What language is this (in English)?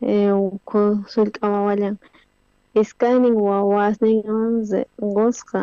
South Bolivian Quechua